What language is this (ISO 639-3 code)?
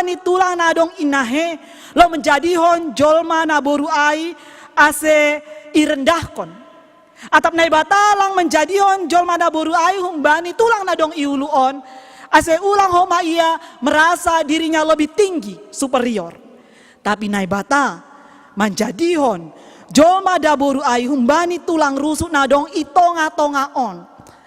bts